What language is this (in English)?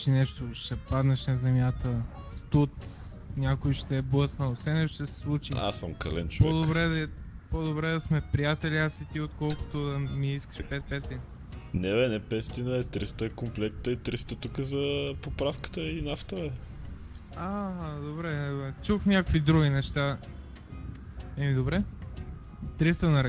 Bulgarian